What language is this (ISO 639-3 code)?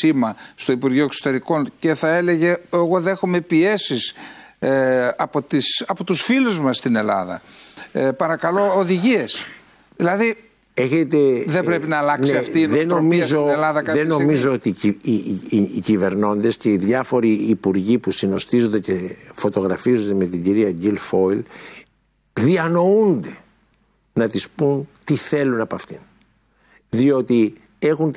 ell